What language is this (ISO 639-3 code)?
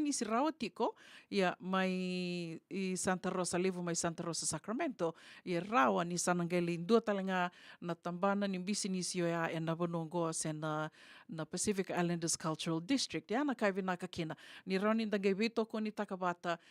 fij